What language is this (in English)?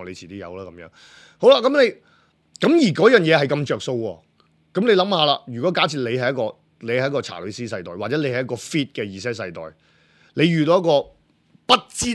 Cantonese